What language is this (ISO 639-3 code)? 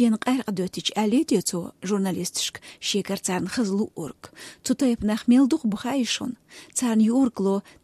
che